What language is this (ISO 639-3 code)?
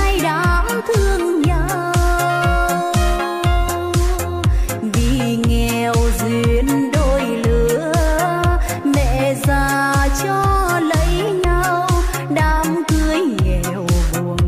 vie